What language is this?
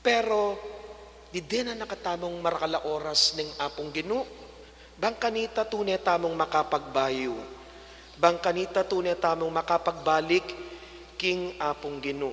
Pampanga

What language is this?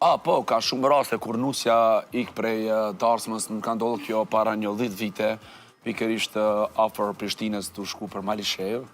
Albanian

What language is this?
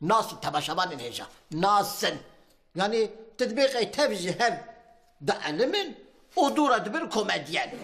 Kurdish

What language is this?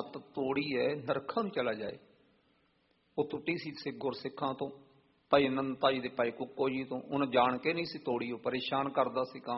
Punjabi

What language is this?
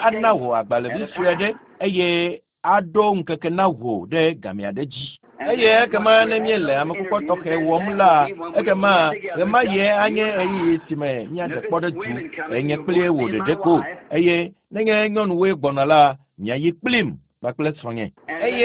Ewe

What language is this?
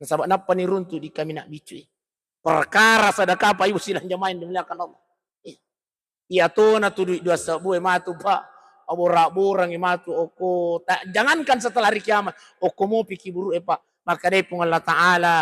Buginese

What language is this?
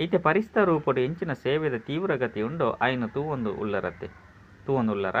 Tulu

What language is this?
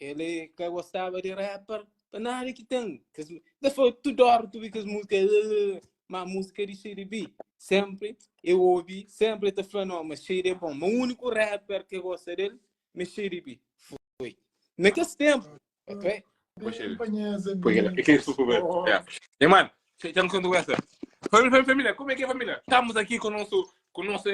Kabuverdianu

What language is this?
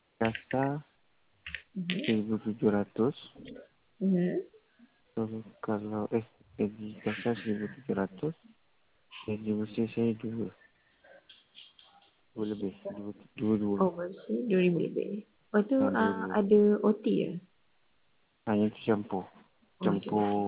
Malay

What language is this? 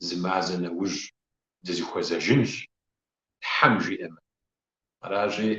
Kabardian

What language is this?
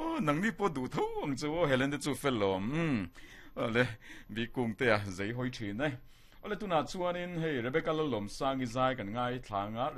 Mizo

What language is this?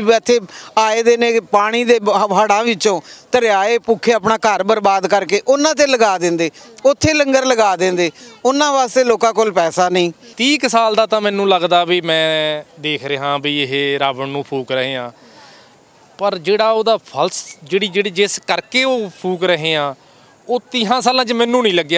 Punjabi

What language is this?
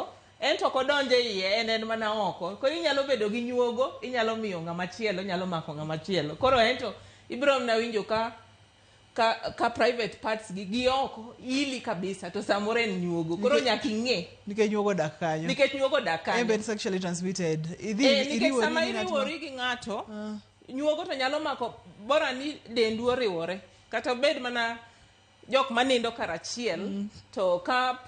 Luo (Kenya and Tanzania)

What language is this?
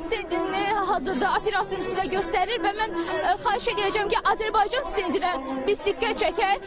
Azerbaijani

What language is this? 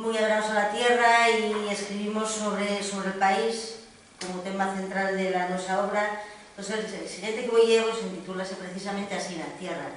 Asturian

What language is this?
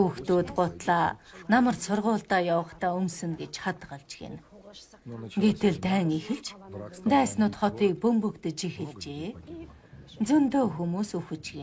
Mongolian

